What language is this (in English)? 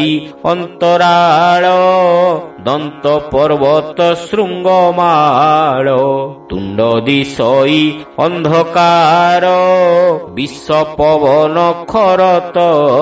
Odia